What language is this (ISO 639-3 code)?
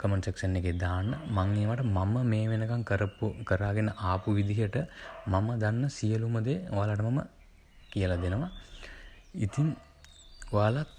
sin